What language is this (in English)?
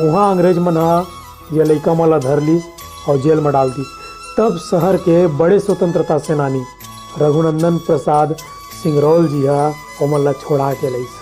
Chhattisgarhi